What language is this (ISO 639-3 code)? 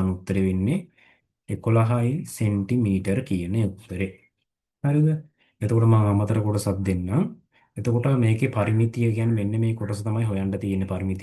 sin